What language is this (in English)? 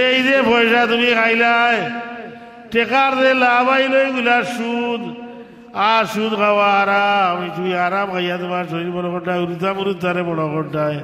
Sylheti